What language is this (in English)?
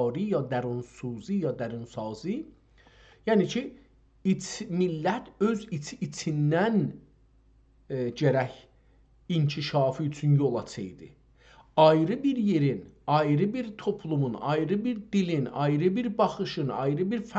South Azerbaijani